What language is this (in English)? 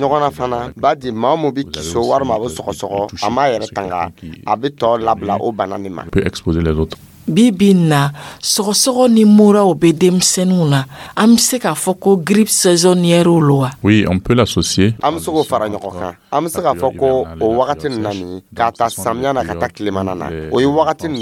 Dyula